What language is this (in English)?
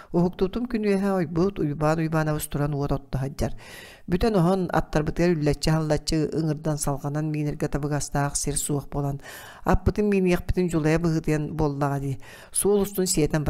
Yakut